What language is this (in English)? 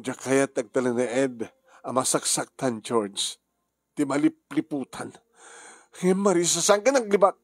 Iloko